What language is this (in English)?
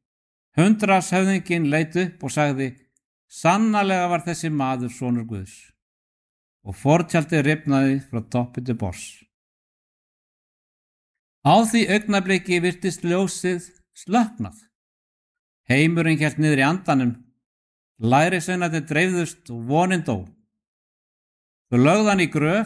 Icelandic